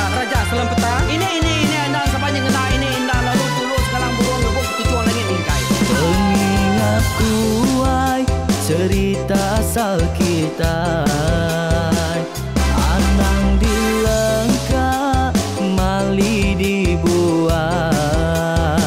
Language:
Iban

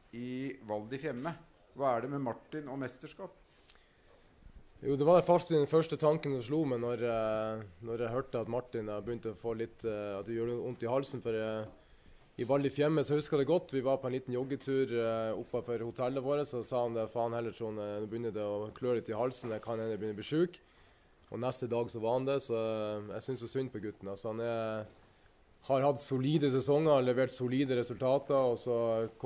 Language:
Norwegian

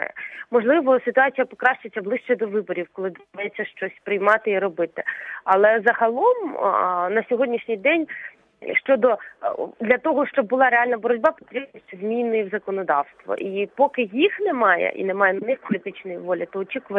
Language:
Ukrainian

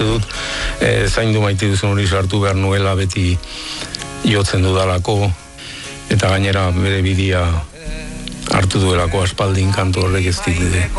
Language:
Basque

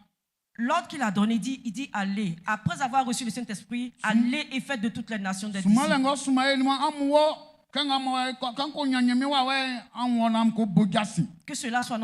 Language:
Baoulé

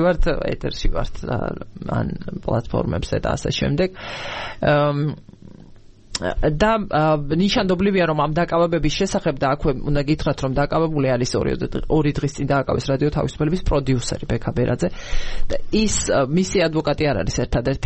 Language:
Georgian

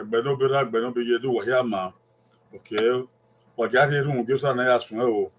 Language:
Bini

